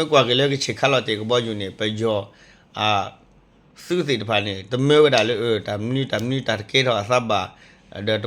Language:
S'gaw Karen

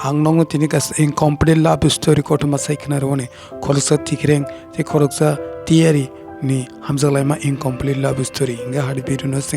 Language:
Kok Borok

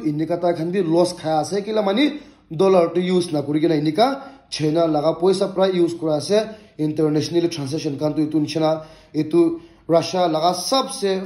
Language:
Naga Pidgin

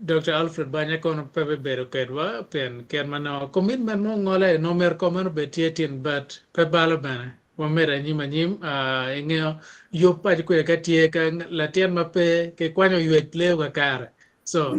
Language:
Acoli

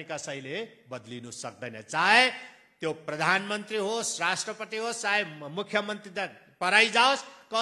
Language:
Nepali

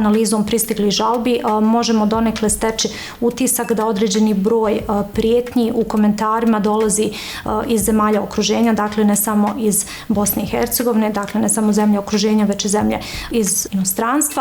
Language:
Bosnian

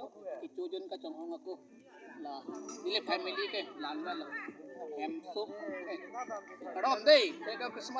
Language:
Karbi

